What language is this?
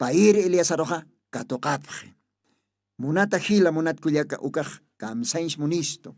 Aymara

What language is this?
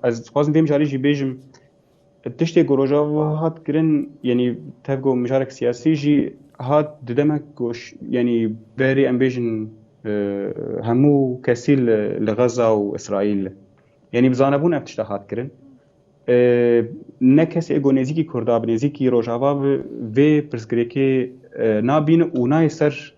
Kurdish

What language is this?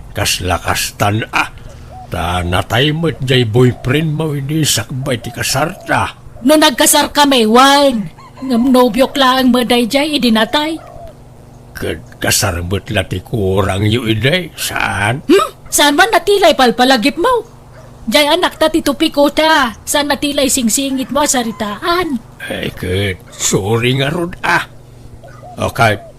Iloko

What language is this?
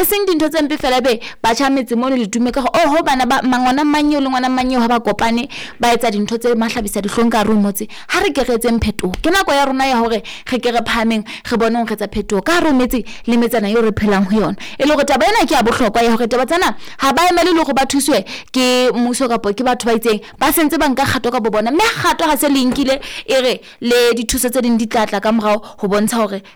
Southern Sotho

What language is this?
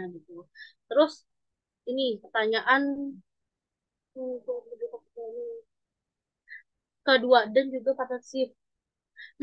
Indonesian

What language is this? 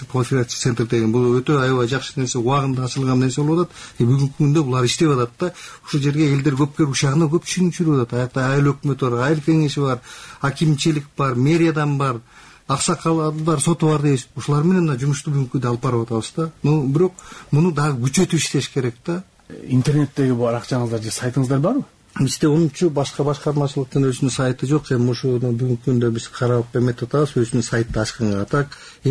Kyrgyz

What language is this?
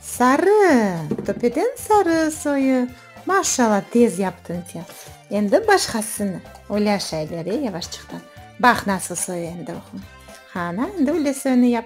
Crimean Tatar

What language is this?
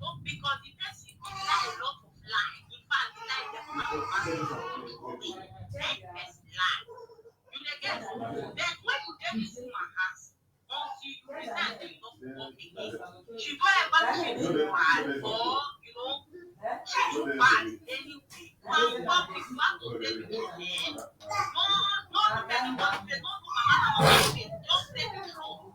Nigerian Pidgin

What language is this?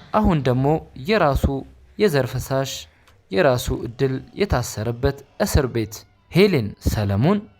Amharic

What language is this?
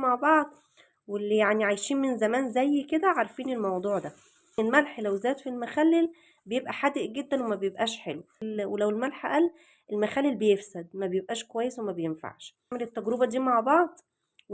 Egyptian Arabic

